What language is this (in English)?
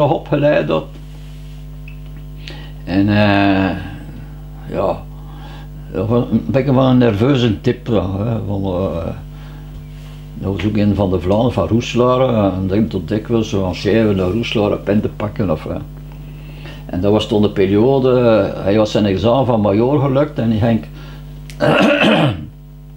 Dutch